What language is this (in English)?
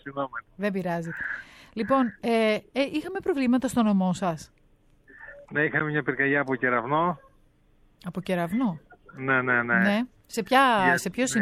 Greek